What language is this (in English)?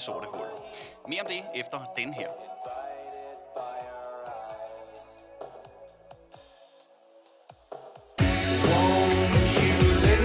Danish